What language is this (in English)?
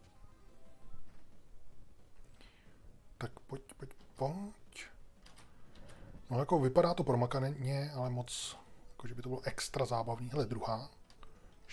Czech